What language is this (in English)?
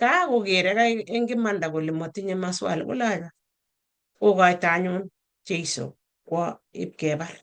Kalenjin